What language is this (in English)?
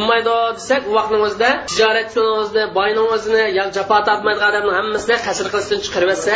Uyghur